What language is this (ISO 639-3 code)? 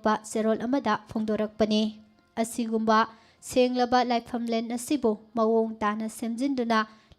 mni